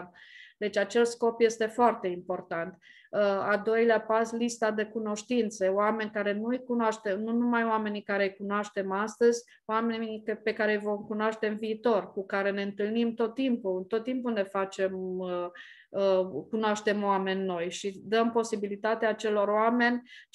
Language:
Romanian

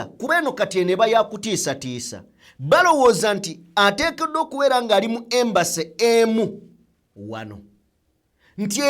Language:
Ganda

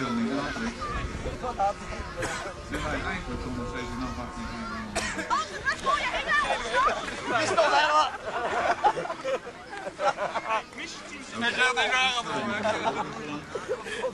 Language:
Dutch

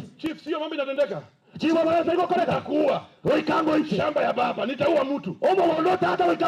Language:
Gusii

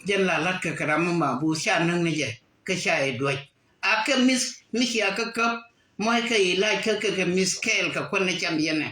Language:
Nuer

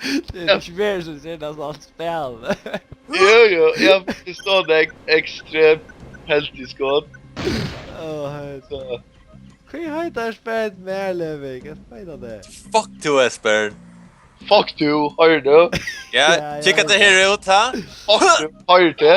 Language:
Faroese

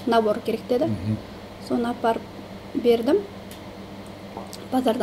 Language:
Kazakh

